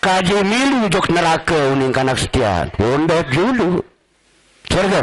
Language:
Sasak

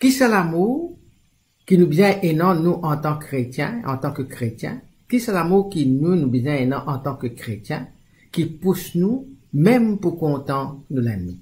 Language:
Morisyen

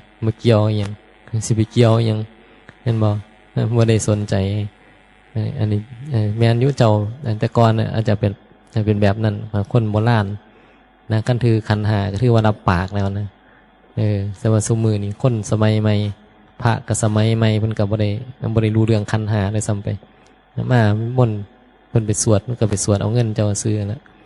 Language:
Northeastern Thai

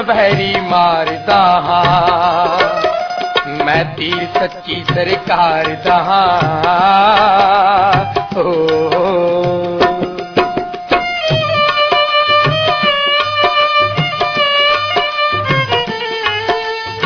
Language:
Punjabi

